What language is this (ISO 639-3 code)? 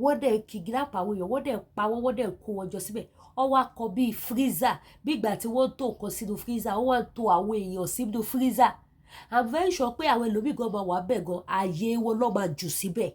yor